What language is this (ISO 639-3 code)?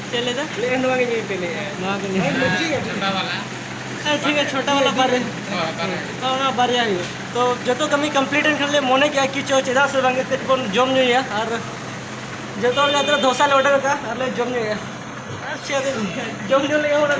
sat